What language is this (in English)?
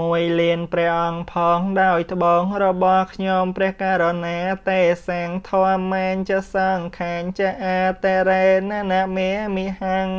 Khmer